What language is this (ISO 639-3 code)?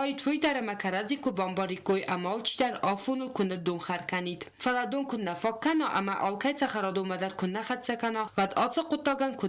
oss